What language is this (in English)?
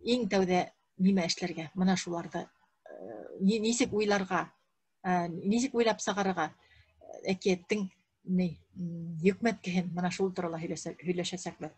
Bashkir